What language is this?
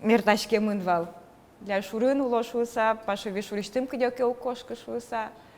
Udmurt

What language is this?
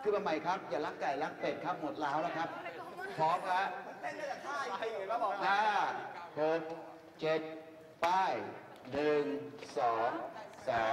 Thai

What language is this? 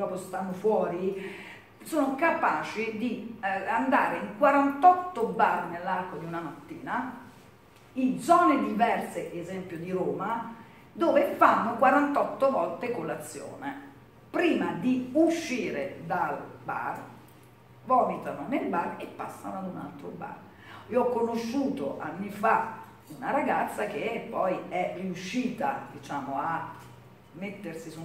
Italian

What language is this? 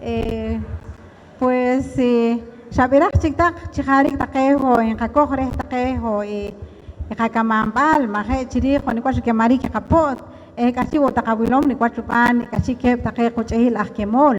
Poqomchi'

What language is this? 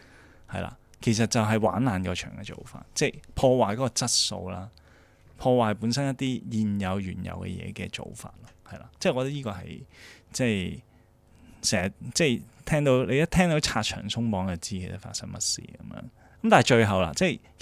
Cantonese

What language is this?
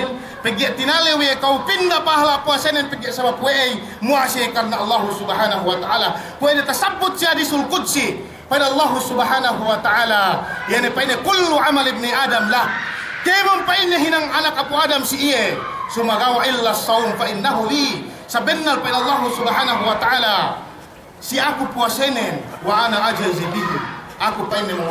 Yakan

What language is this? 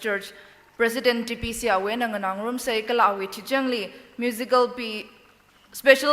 Tangkhul Naga (India)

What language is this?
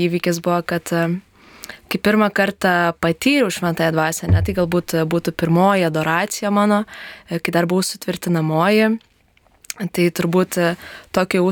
Lithuanian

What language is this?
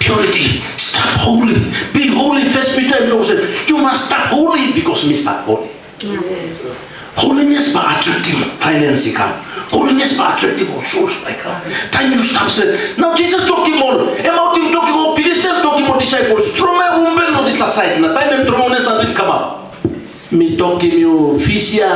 Tok Pisin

